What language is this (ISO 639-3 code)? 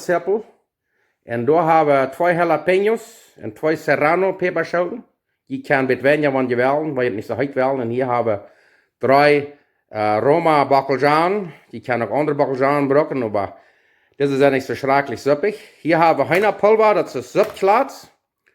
pdt